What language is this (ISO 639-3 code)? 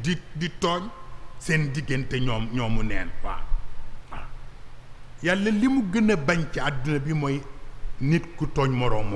wol